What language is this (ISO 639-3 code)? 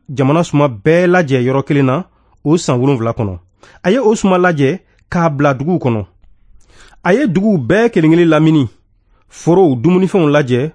bam